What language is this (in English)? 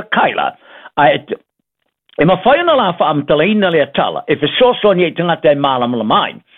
Samoan